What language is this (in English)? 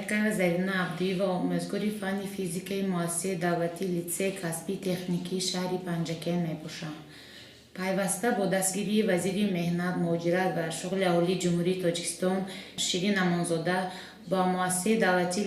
Tajik